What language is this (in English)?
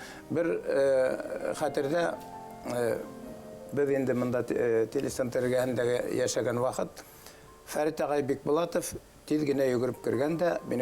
Bashkir